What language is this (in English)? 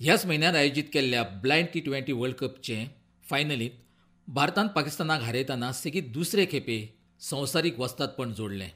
Konkani